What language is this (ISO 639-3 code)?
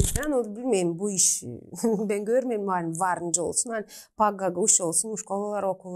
gag